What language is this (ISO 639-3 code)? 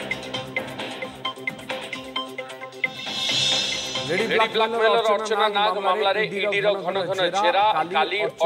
ori